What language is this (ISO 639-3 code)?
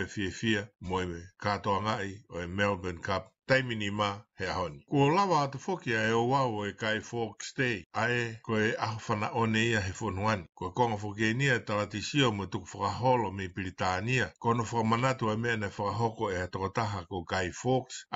ton